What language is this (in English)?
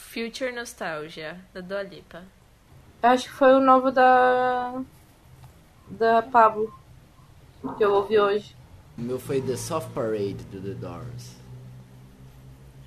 Portuguese